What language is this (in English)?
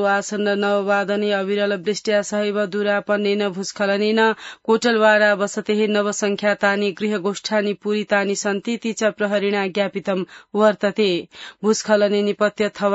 Sanskrit